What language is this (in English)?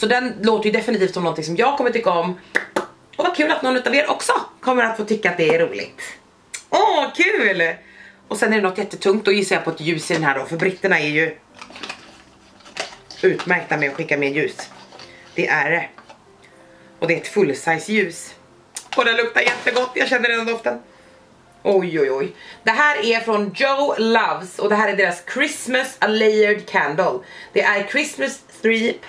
Swedish